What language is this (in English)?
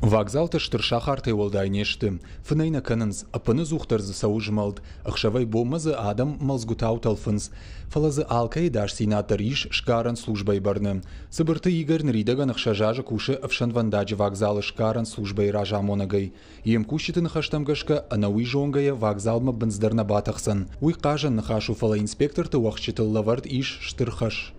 Ossetic